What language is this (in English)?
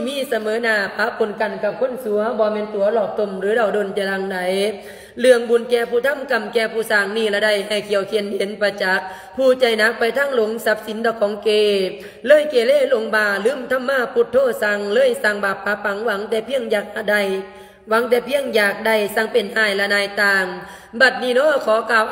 Lao